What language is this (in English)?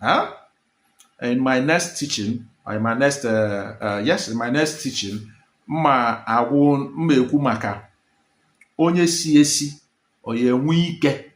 Igbo